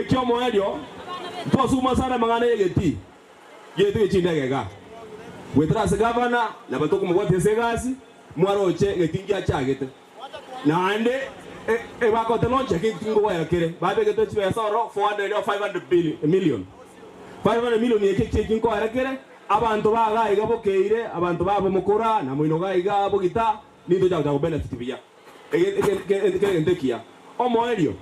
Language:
Gusii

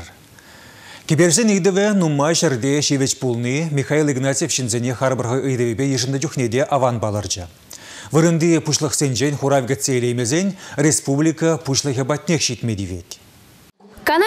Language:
Chuvash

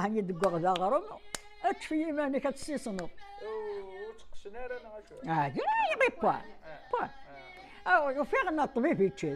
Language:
Kabyle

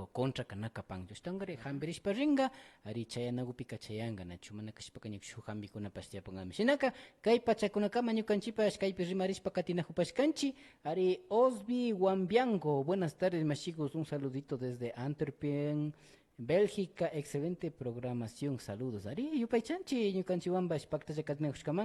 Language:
Imbabura Highland Quichua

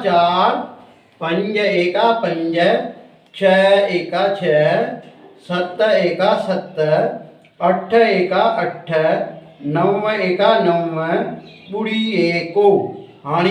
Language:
Sindhi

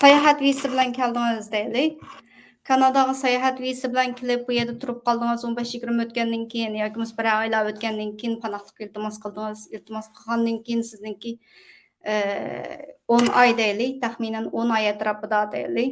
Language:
Uyghur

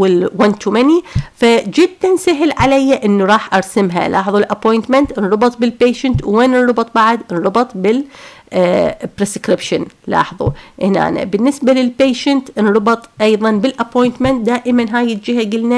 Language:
Mesopotamian Arabic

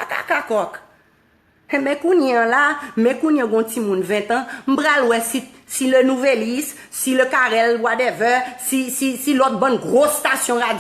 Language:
Haitian Creole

